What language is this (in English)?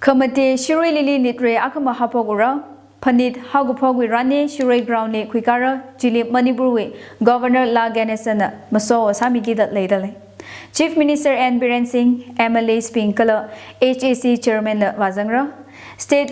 Tangkhul Naga (India)